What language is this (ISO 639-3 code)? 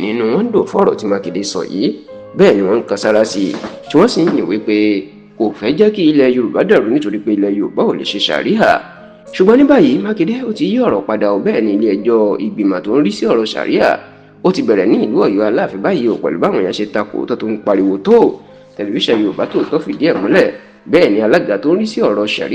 yor